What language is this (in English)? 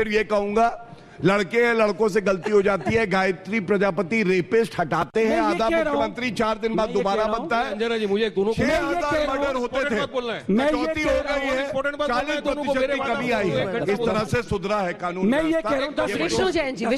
Hindi